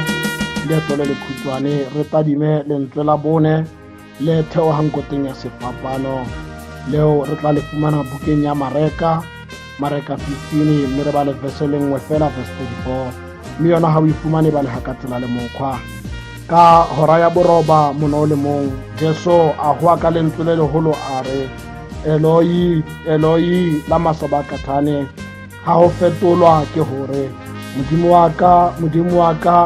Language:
Tswana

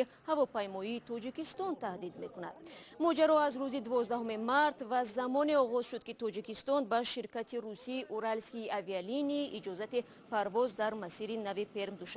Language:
Tajik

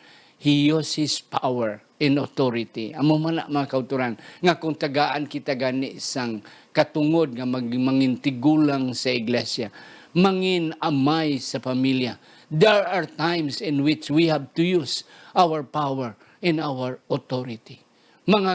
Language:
Hiligaynon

